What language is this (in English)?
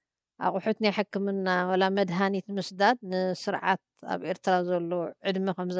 Tigrinya